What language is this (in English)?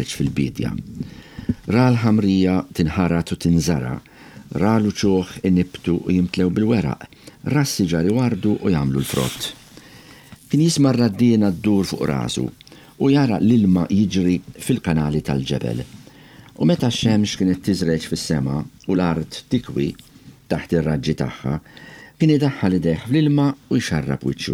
Maltese